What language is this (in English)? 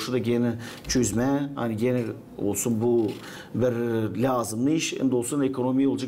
Gagauz